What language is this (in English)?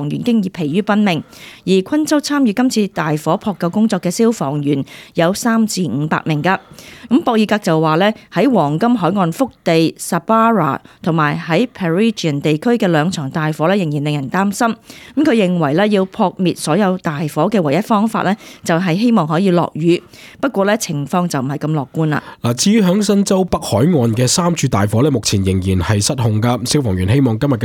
Cantonese